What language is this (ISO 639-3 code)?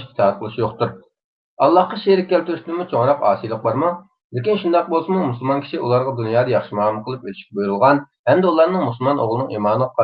uig